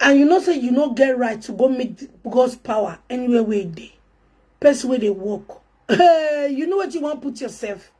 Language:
Nigerian Pidgin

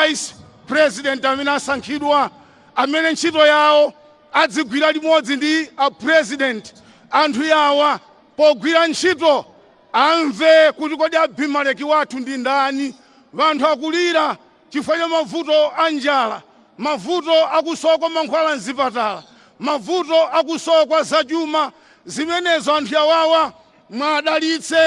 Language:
Nyanja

